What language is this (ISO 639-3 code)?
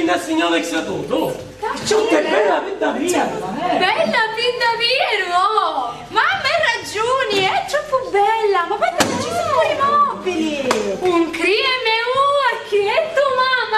scn